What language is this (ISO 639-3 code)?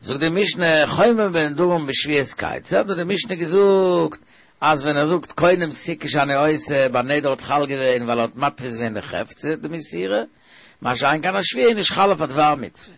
yid